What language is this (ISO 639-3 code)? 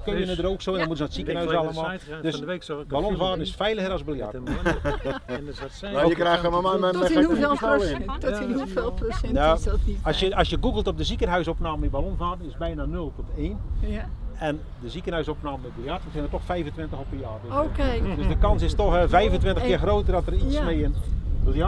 nld